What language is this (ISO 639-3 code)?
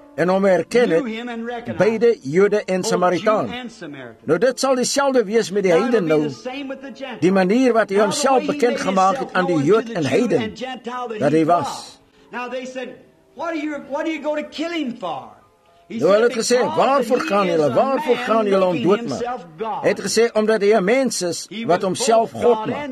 afr